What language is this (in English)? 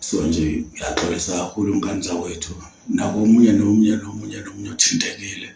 Zulu